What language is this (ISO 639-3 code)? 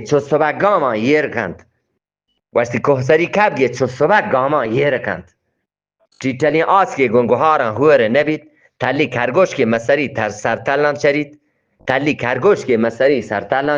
bgp